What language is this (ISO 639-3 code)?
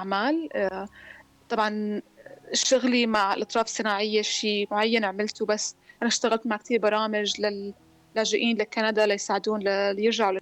apc